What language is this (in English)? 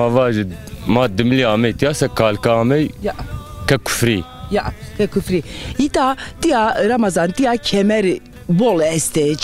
Zaza